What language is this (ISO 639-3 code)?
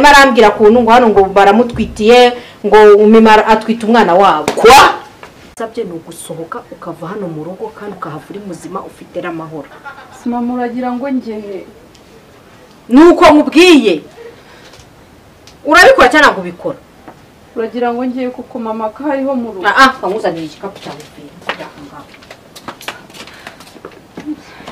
kin